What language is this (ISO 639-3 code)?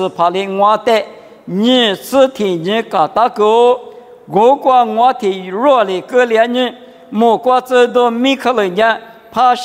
lis